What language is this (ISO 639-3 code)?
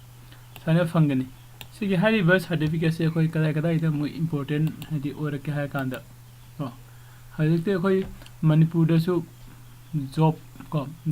mni